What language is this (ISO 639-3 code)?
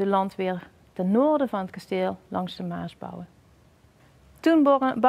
nld